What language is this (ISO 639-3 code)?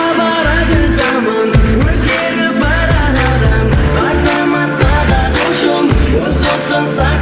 kaa